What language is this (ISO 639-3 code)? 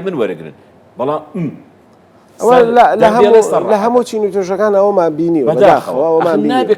ckb